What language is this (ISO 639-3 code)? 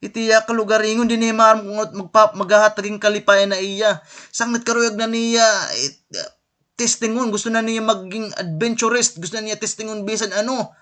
war